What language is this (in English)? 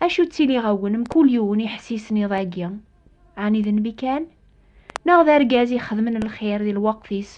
Kabyle